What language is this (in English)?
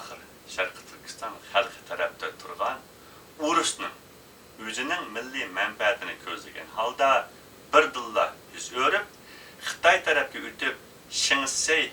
Uyghur